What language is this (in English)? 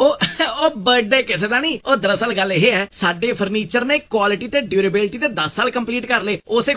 Punjabi